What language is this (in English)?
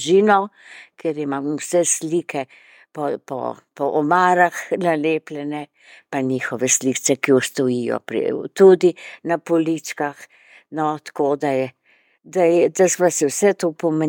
Slovenian